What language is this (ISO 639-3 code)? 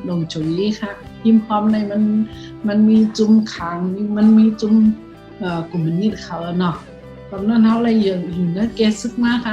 shn